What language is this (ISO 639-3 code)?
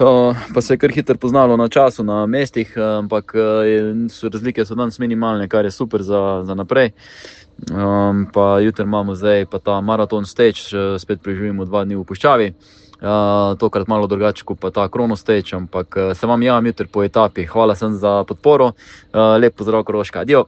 slv